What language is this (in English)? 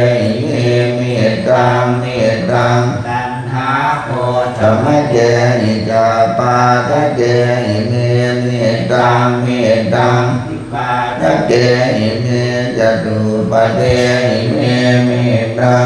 Pali